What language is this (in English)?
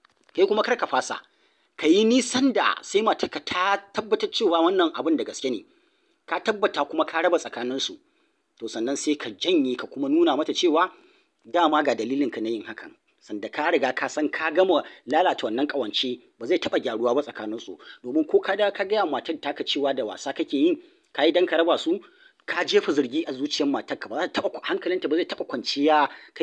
Hausa